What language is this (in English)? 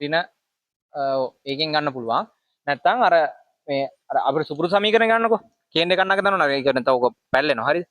Sinhala